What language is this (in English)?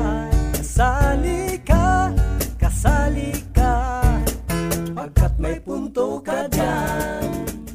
Filipino